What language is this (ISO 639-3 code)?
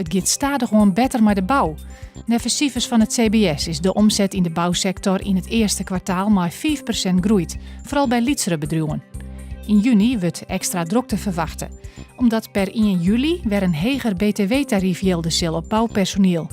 fry